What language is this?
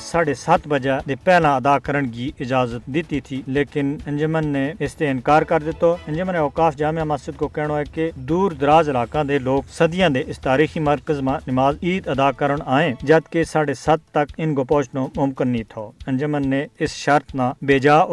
Gujari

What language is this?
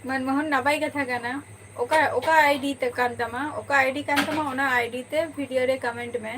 Santali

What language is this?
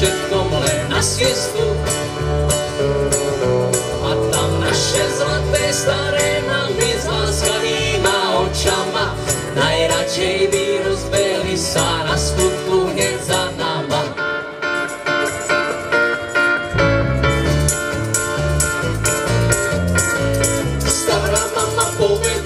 Slovak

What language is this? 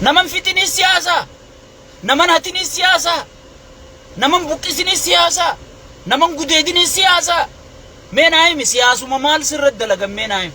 Oromo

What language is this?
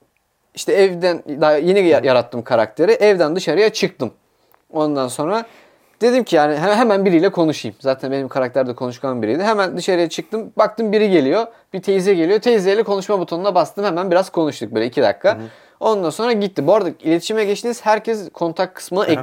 Turkish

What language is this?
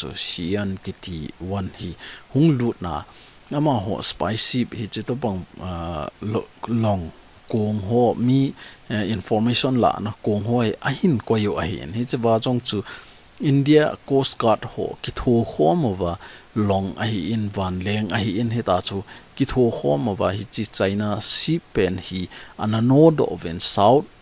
Thado Chin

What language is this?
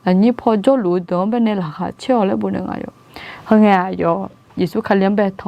Akha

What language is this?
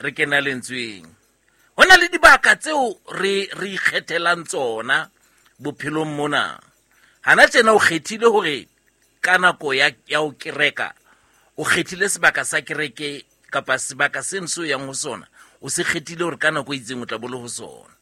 Southern Sotho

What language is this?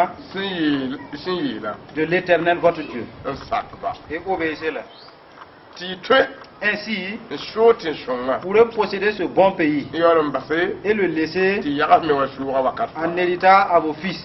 Mossi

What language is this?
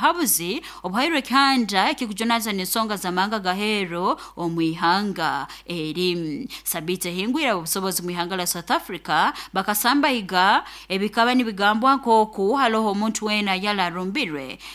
Nyoro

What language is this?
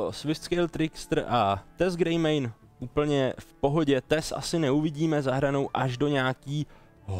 Czech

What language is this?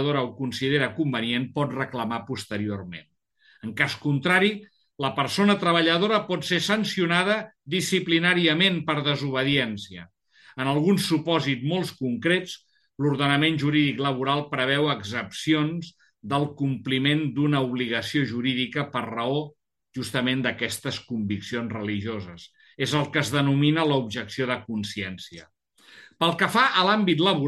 Catalan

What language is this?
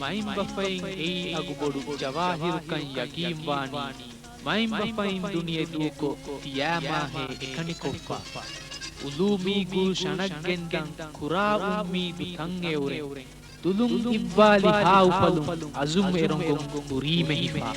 Divehi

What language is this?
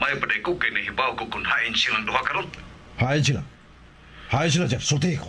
Cebuano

